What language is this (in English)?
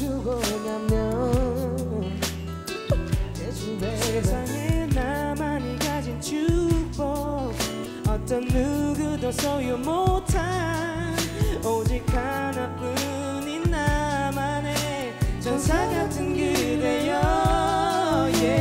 Korean